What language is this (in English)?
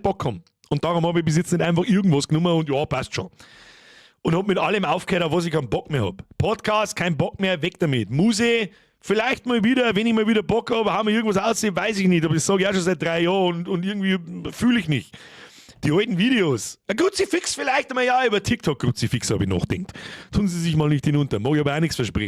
Bavarian